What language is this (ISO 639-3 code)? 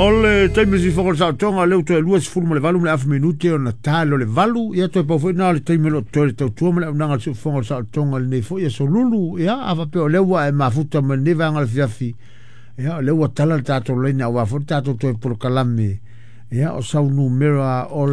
smo